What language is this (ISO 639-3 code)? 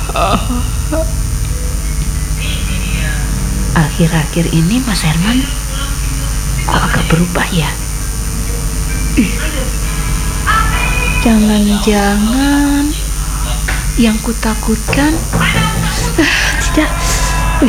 ind